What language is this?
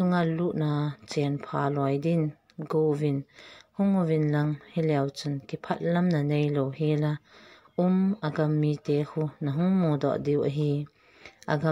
Thado Chin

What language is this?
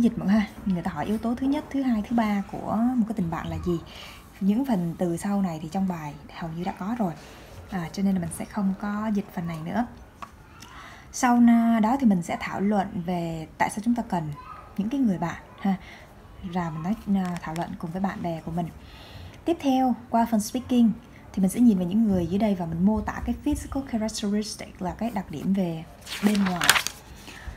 Vietnamese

